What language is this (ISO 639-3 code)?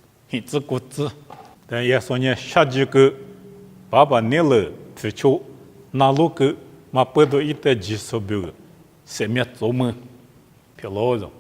lis